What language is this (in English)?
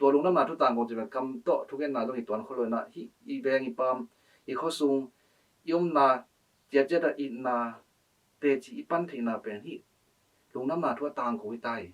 Tedim Chin